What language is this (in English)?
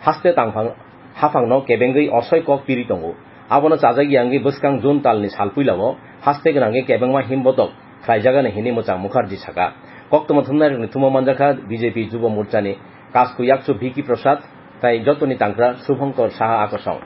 Kok Borok